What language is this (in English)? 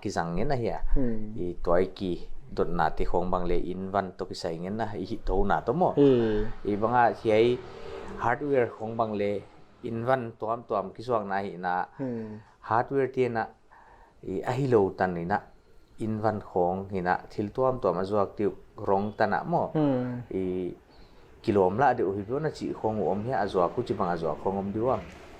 Paite Chin